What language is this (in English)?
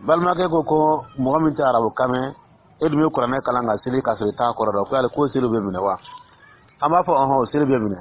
Dyula